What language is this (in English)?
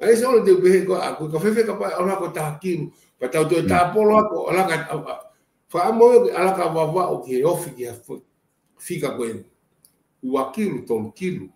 Tongan